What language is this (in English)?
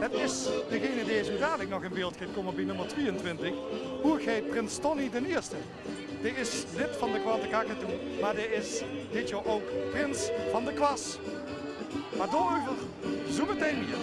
Limburgish